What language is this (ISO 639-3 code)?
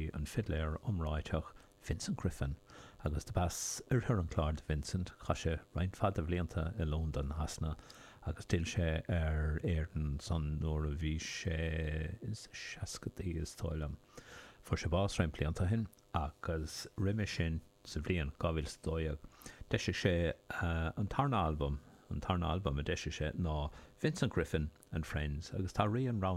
gle